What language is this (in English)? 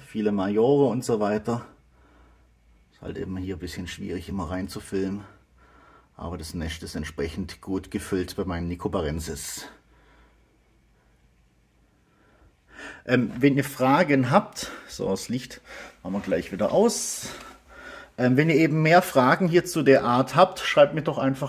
German